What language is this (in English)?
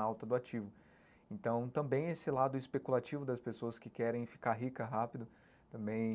Portuguese